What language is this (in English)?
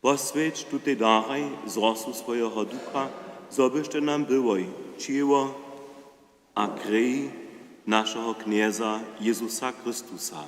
Upper Sorbian